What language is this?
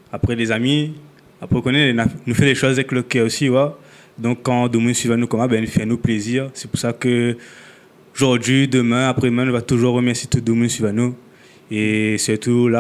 Réunion Creole French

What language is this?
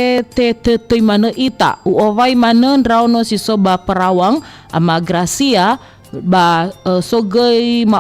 Nias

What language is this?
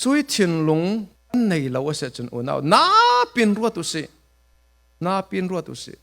Falam Chin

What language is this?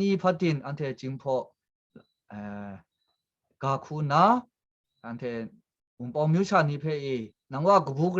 Kachin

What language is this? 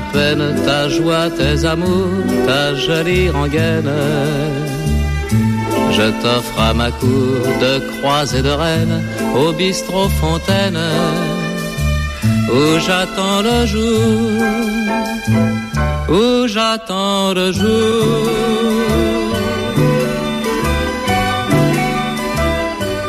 French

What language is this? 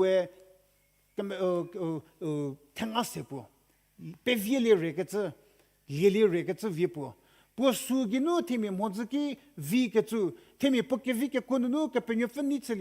Angami Naga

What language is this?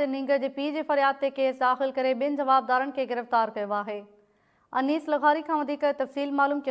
Sindhi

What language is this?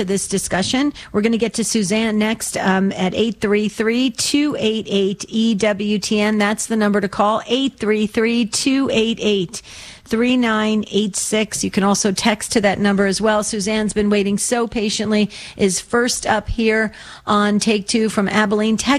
English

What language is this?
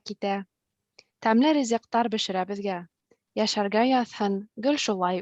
Bashkir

